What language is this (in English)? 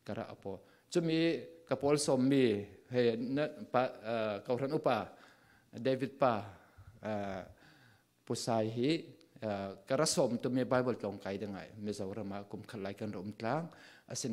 Falam Chin